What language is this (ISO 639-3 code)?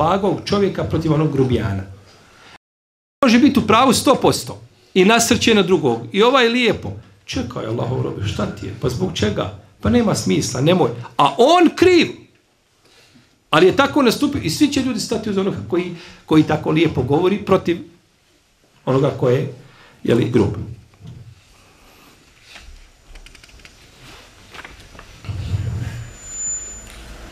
bos